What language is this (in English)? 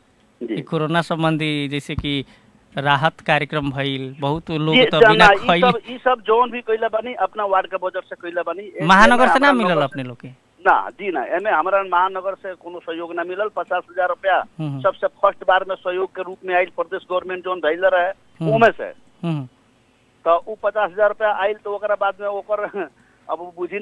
Bhojpuri